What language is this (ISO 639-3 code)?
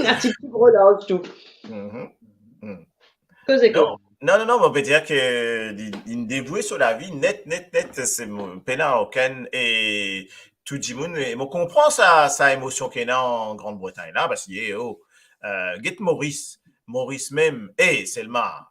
mfe